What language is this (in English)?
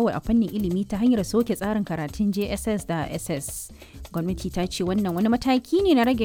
Hausa